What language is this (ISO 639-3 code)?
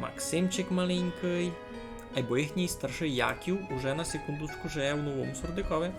rue